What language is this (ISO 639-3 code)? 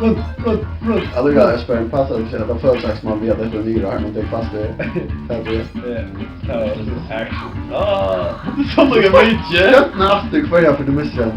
fao